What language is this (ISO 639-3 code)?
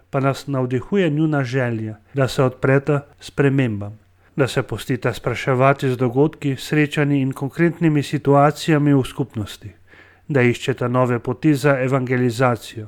slv